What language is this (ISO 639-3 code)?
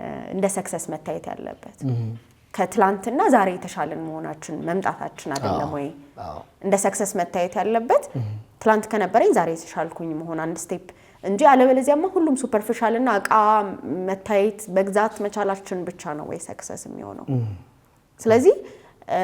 amh